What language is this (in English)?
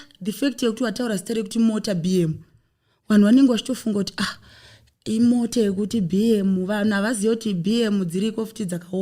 Shona